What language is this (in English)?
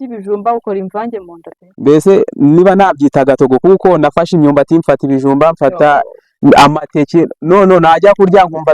Kinyarwanda